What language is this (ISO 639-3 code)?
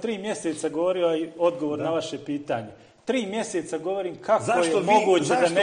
bos